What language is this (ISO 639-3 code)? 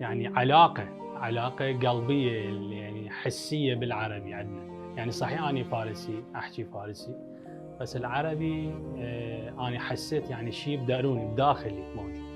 acm